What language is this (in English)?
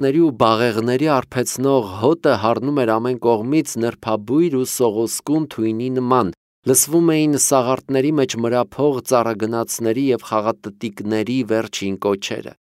Armenian